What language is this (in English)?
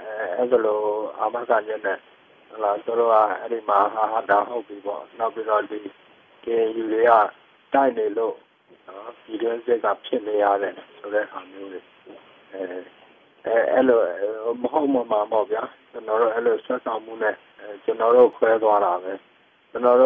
Burmese